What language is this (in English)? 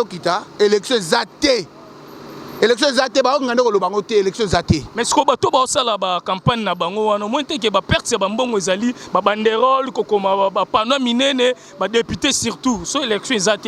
Lingala